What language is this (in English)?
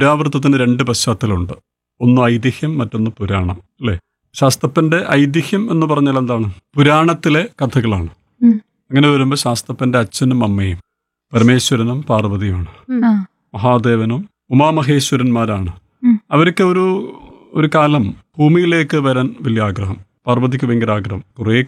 Malayalam